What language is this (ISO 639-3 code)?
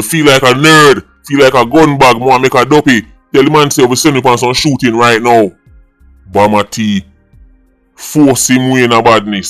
jam